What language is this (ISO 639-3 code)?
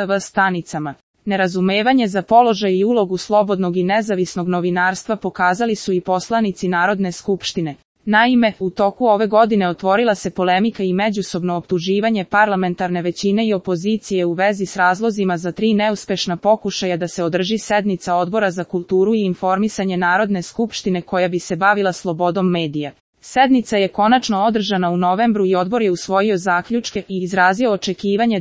srp